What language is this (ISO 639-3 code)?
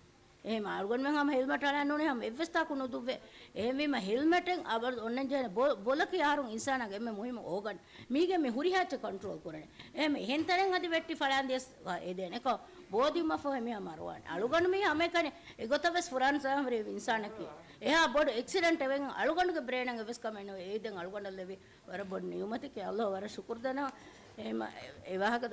div